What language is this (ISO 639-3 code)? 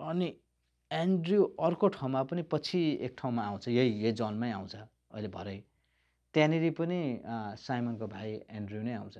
nep